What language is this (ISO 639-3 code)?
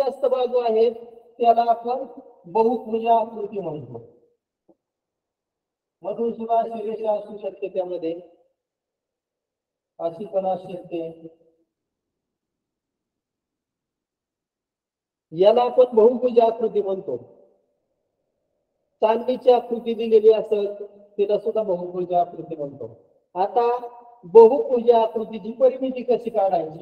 mar